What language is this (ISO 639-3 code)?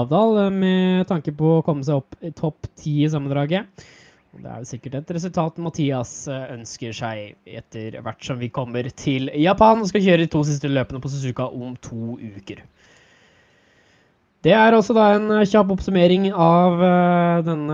nor